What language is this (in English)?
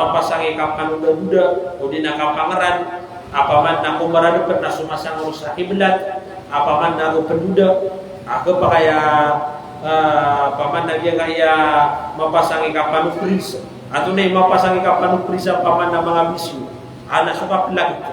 Maranao